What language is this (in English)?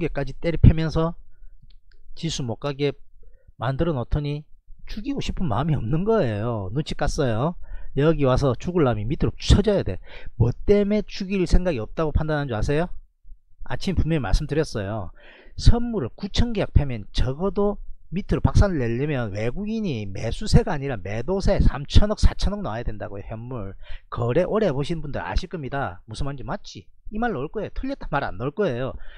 Korean